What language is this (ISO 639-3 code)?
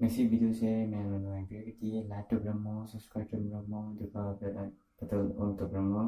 mni